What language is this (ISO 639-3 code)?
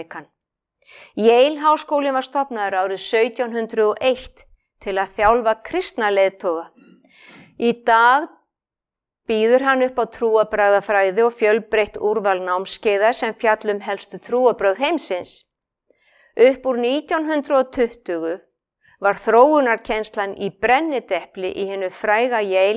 isl